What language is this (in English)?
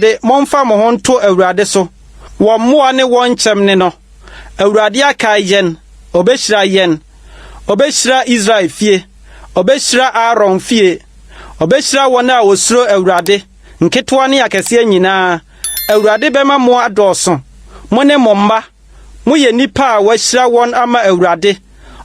Akan